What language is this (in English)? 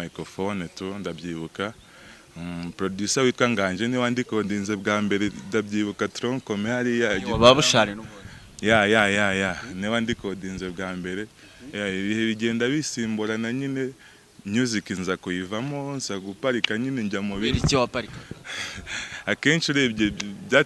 Kinyarwanda